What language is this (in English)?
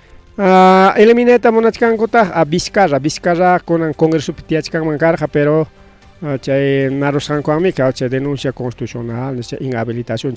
Ayacucho Quechua